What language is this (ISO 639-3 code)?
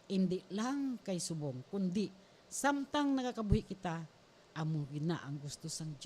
hil